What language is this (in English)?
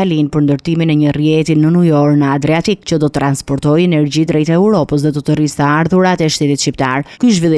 Albanian